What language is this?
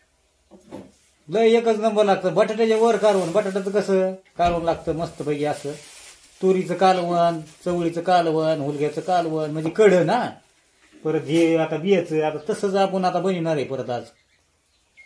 Marathi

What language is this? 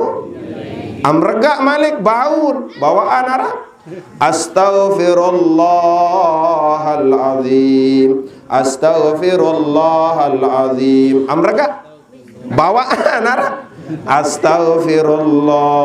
Sasak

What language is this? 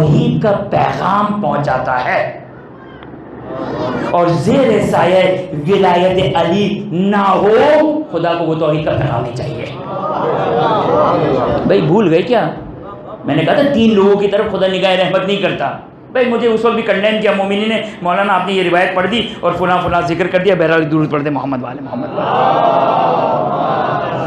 Urdu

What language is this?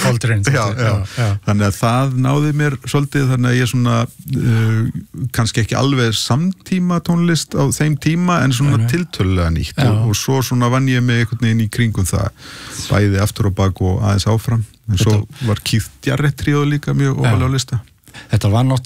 Icelandic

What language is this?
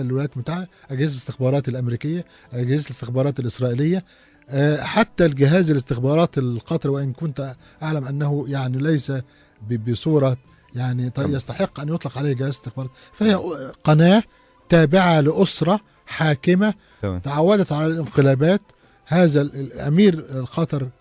Egyptian Arabic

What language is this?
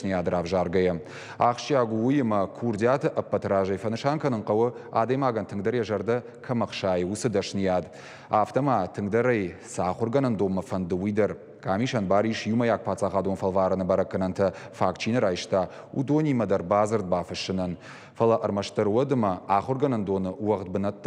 Ossetic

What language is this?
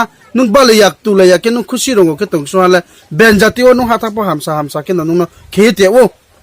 Riang (India)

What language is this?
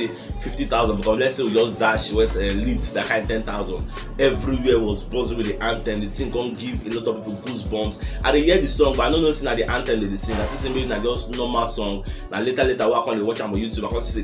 Nigerian Pidgin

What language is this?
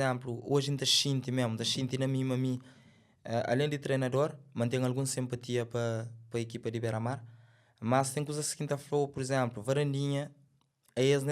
Kabuverdianu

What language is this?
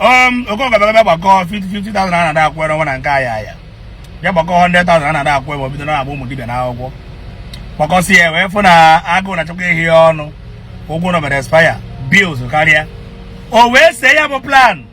Igbo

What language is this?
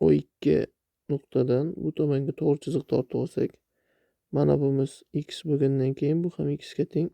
Uzbek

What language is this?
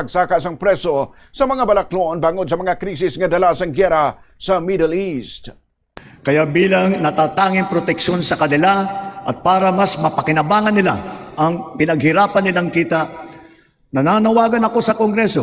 Hiligaynon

